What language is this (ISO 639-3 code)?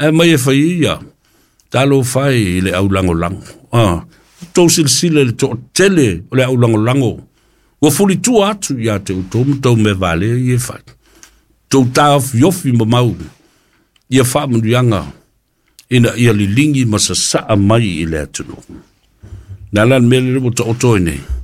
smo